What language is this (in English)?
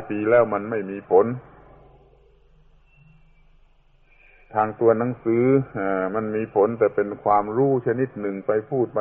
Thai